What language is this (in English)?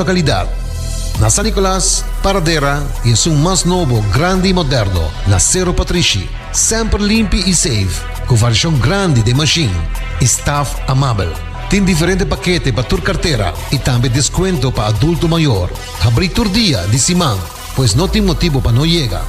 Papiamento